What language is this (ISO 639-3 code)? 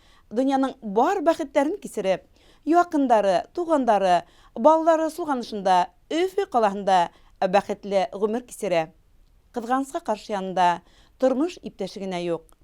bak